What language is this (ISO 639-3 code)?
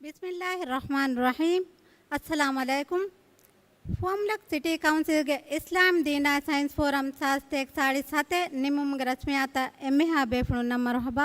div